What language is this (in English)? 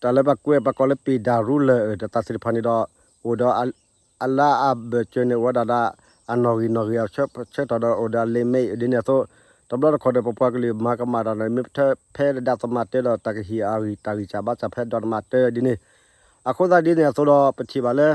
S'gaw Karen